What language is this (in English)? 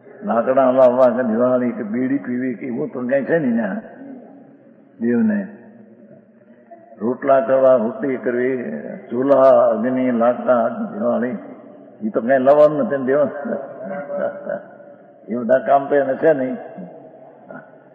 Gujarati